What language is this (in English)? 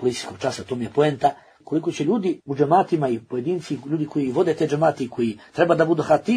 Bosnian